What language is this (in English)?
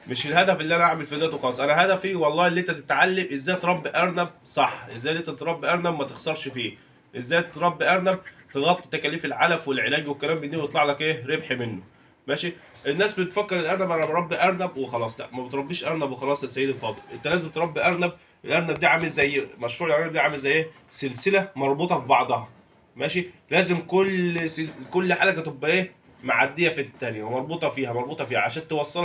Egyptian Arabic